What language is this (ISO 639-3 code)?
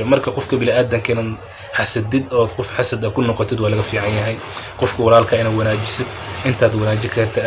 som